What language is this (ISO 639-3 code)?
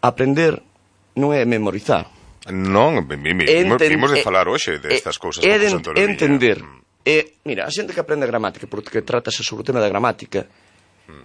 glg